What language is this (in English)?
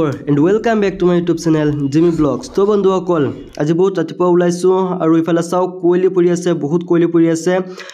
Assamese